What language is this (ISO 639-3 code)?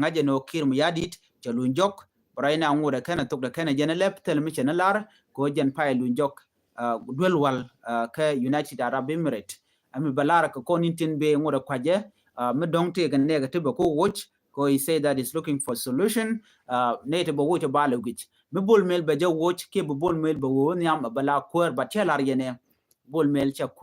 nus